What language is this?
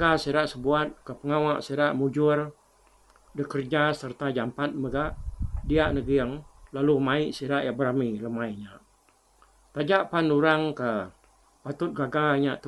Iban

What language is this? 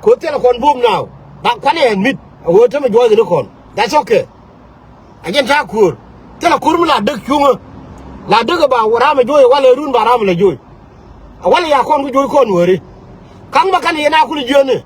Nuer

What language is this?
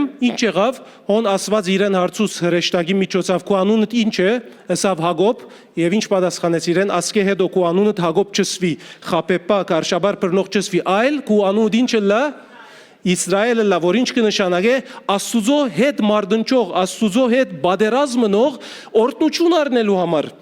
Western Armenian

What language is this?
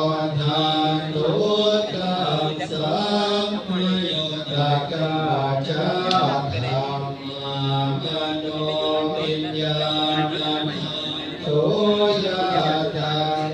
Pali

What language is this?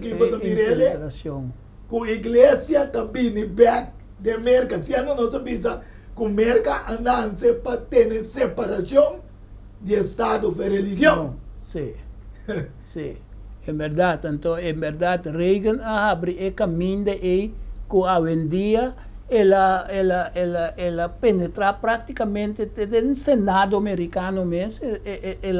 Papiamento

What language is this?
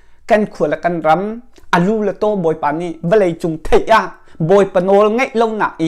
Hakha Chin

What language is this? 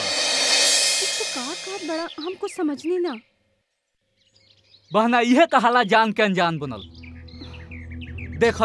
Bhojpuri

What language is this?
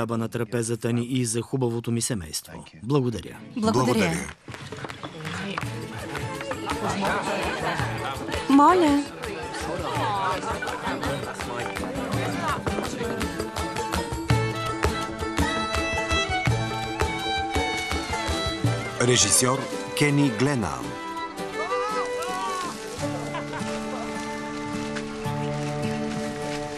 Bulgarian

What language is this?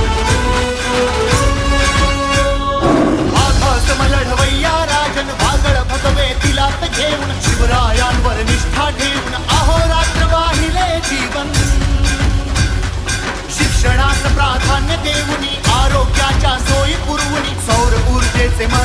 Marathi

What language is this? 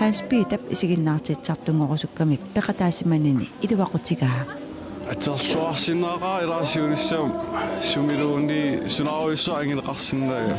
Kalaallisut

